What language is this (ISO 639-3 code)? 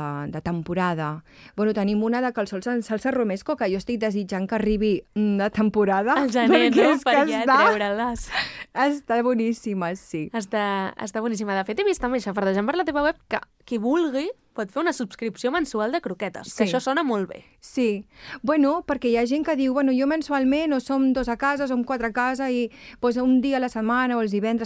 cat